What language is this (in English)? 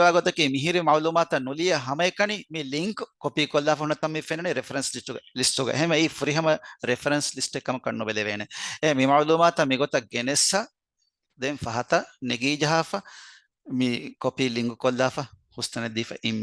Divehi